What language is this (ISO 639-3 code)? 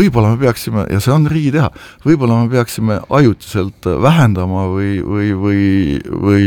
est